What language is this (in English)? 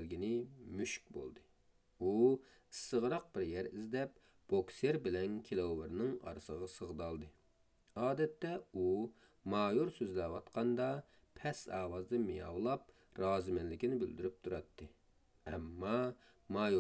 Uyghur